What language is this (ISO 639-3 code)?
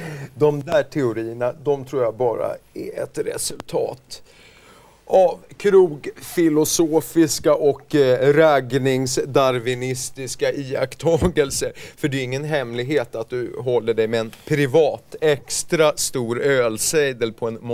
swe